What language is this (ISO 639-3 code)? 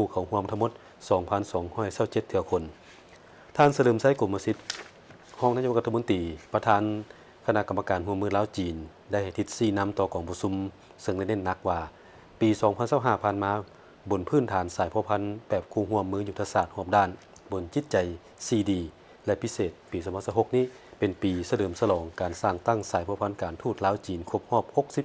lao